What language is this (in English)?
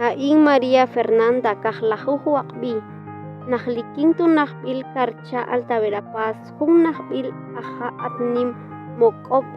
Tektiteko